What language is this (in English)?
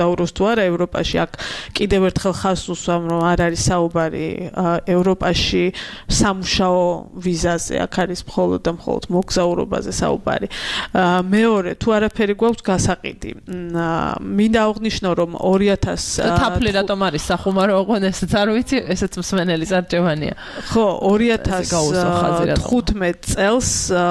Georgian